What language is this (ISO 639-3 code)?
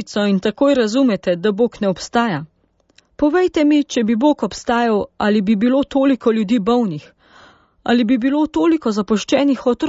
slv